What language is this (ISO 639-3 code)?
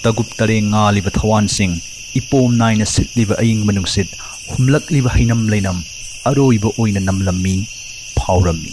mni